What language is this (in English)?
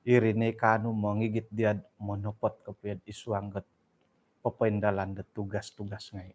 Central Dusun